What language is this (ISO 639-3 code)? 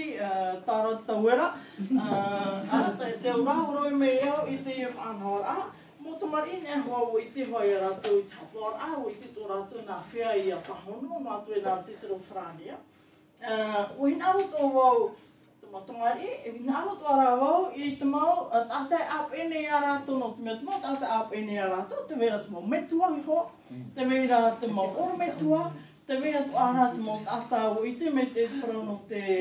tah